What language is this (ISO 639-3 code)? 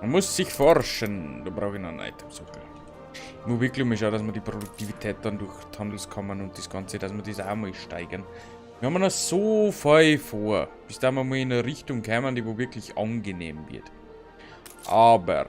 bar